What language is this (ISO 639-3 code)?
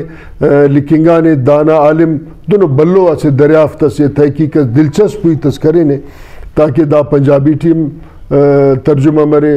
brh